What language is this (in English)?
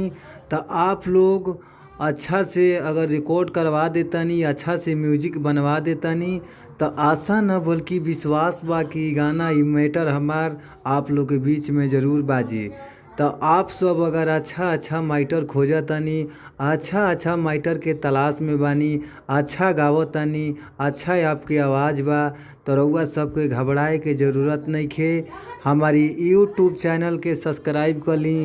Bhojpuri